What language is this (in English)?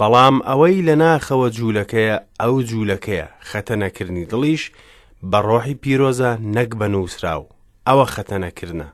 Central Kurdish